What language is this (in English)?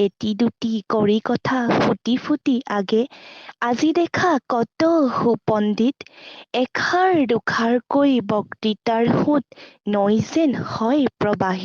Assamese